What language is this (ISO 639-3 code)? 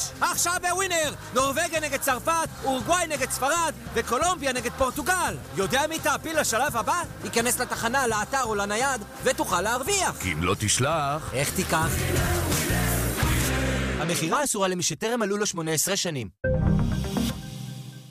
heb